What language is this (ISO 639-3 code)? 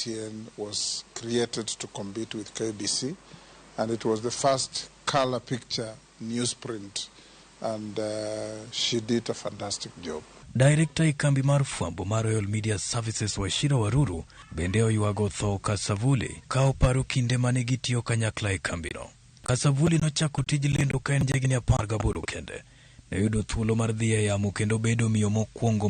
luo